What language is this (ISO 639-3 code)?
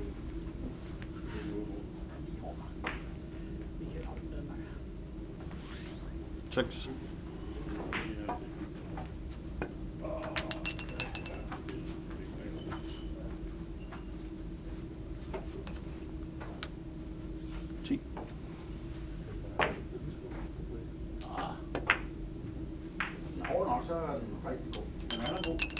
dan